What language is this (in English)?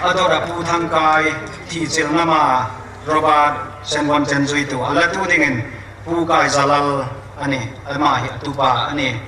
Hmar